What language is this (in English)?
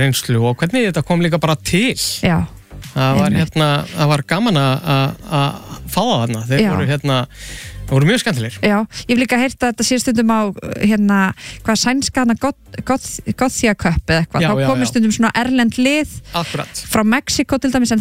Icelandic